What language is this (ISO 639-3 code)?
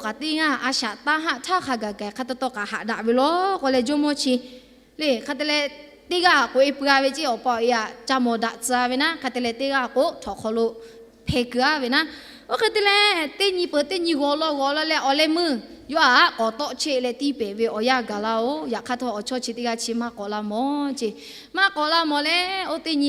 lhu